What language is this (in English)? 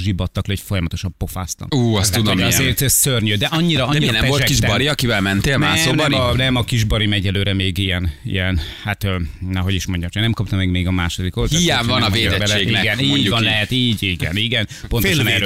Hungarian